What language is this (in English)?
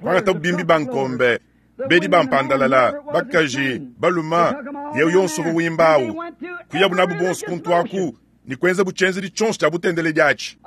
Luba-Lulua